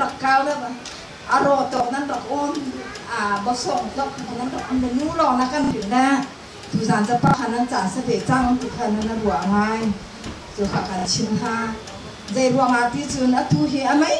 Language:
Hakha Chin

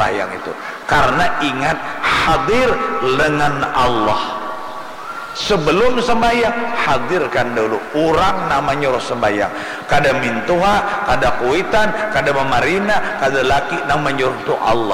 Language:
Banjar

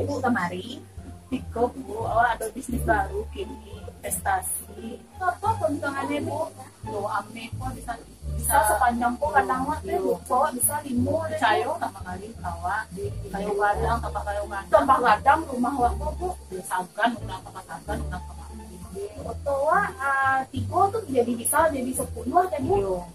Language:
Minangkabau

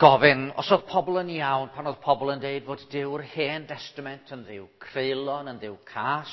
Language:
Welsh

